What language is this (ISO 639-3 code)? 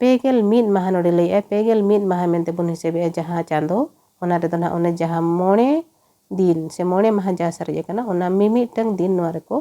sat